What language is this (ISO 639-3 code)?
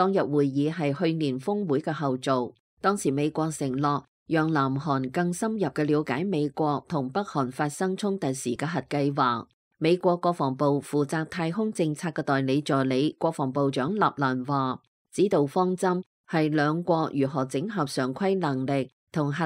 yue